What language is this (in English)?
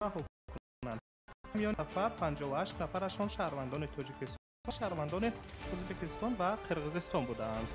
Tajik